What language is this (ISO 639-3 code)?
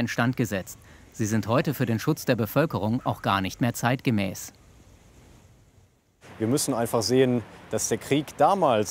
deu